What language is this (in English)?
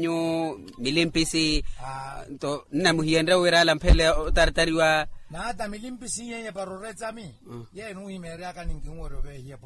Makhuwa